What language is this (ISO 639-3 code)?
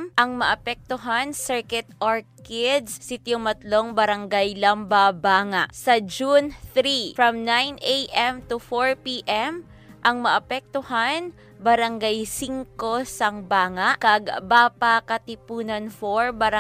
hil